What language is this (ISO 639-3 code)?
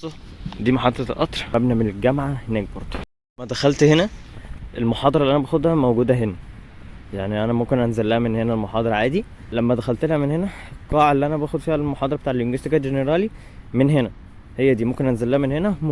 arz